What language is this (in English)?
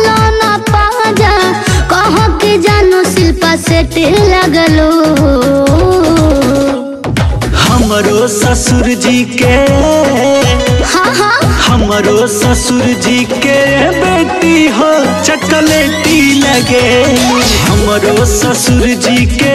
Bhojpuri